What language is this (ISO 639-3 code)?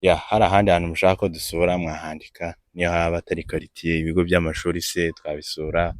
kin